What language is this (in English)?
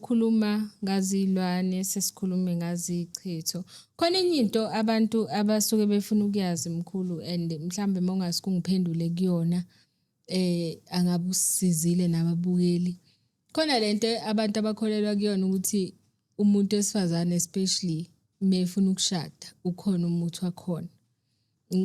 Zulu